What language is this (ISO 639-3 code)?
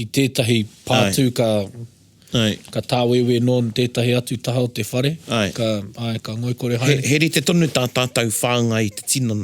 mri